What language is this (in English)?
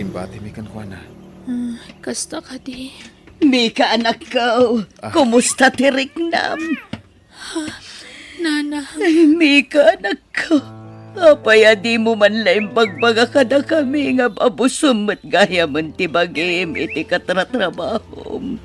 Iloko